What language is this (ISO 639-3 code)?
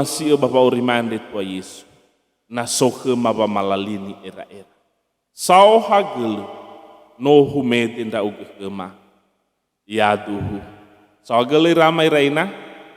nia